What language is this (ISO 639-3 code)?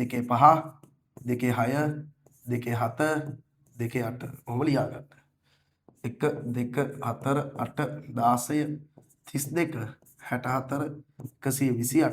sin